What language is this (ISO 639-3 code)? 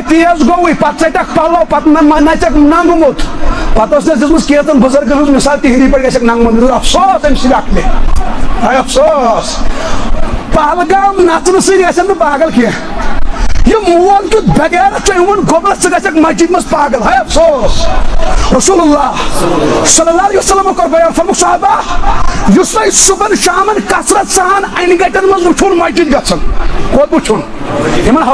kas